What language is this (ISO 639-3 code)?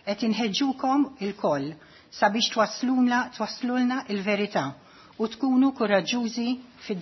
mlt